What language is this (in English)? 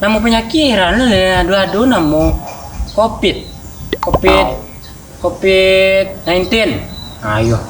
Minangkabau